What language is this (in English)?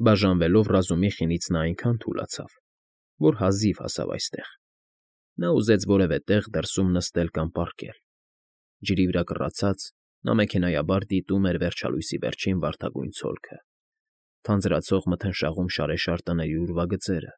Armenian